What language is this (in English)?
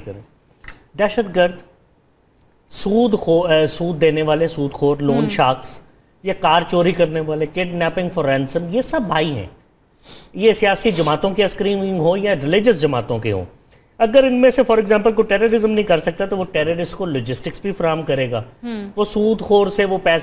Urdu